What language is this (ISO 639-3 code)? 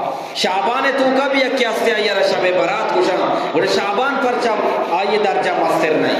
bgp